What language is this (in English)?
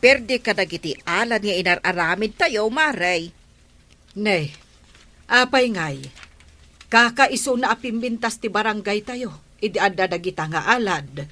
Iloko